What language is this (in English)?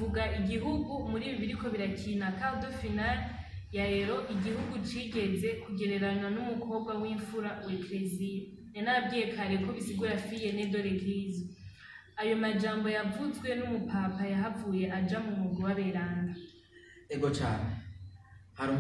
Rundi